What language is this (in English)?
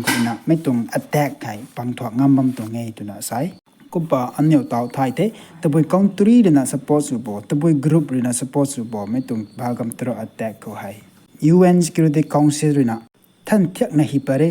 Rongmei Naga